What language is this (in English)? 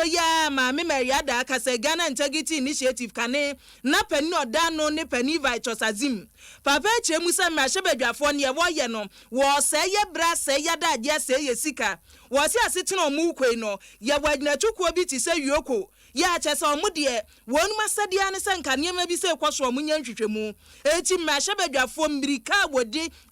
Akan